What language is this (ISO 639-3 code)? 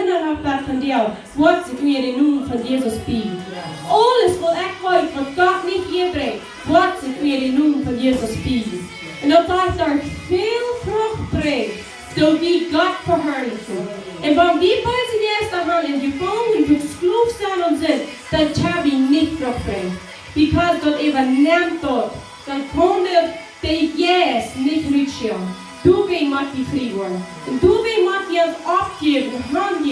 pdt